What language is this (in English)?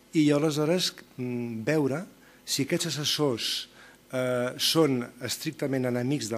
Catalan